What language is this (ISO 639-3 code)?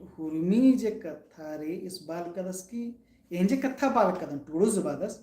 kru